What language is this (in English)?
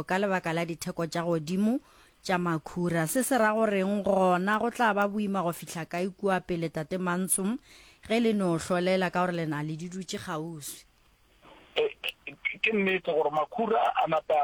Northern Sotho